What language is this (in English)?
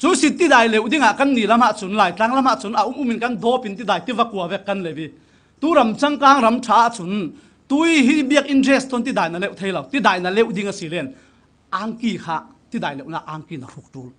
Falam Chin